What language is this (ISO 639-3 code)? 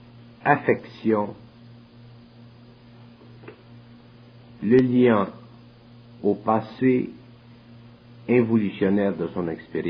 fra